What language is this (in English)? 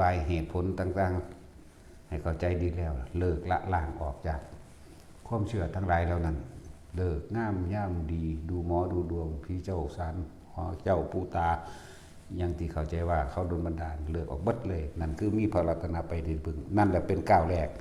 Northeastern Thai